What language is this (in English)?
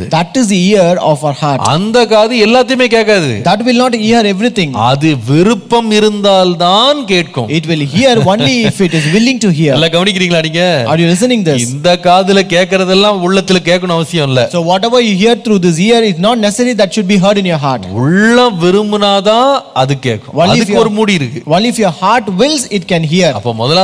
Tamil